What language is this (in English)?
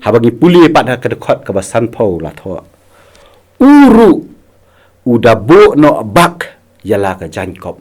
Khasi